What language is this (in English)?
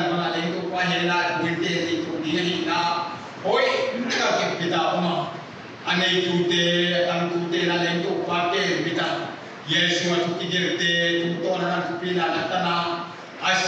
Paite Chin